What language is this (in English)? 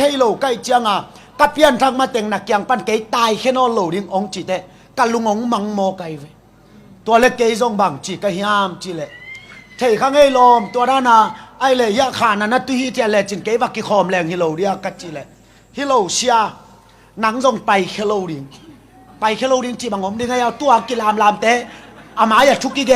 Tedim Chin